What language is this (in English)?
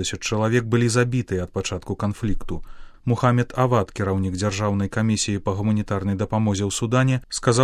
Belarusian